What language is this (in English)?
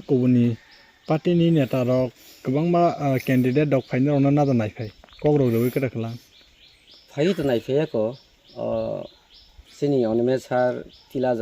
Kok Borok